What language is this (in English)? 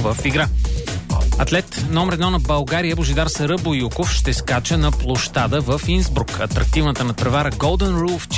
Bulgarian